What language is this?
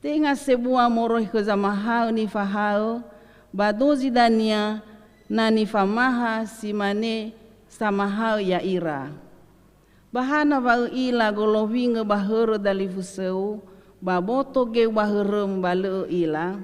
Nias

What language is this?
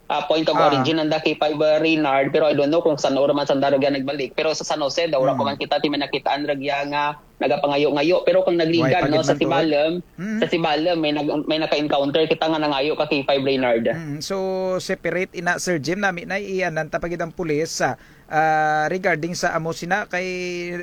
Kinaray-a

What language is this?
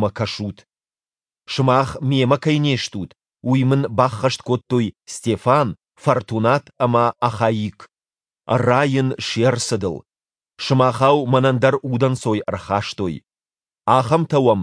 Ossetic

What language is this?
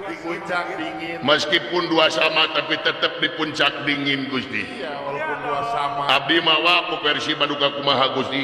Sundanese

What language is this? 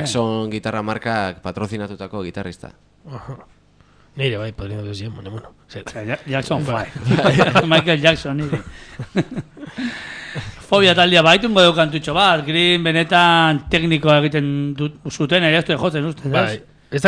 Basque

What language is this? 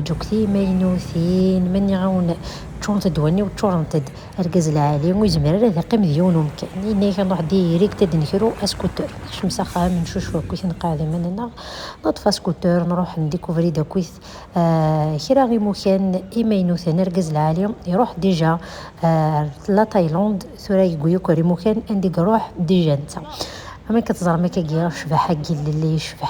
Kabyle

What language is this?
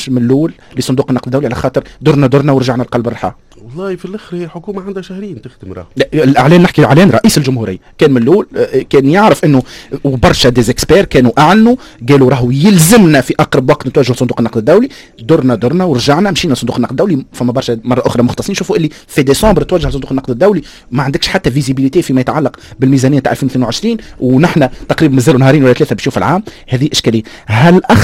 Tunisian Arabic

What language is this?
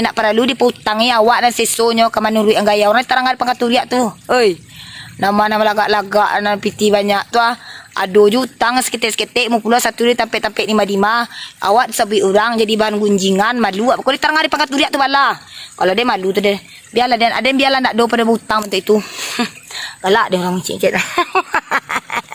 Minangkabau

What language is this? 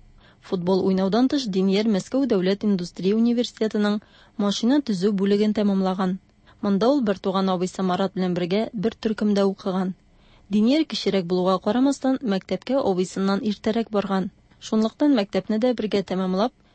Tatar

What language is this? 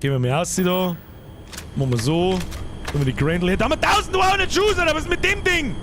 Bavarian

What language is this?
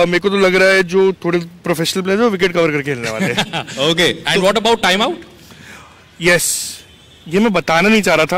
Hindi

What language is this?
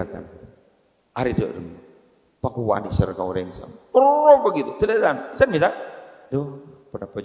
Madurese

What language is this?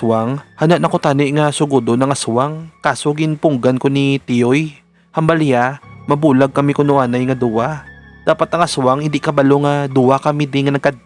Hiligaynon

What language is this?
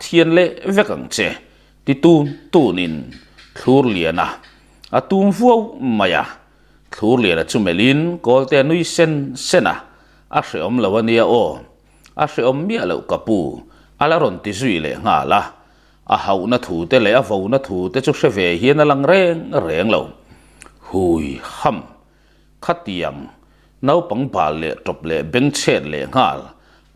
Mizo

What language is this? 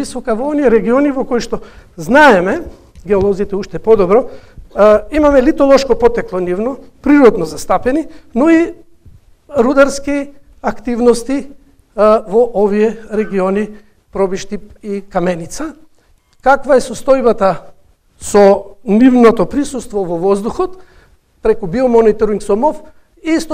Macedonian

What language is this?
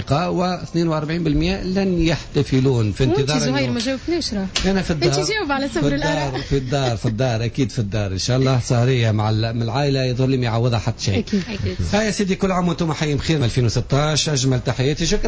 Tunisian Arabic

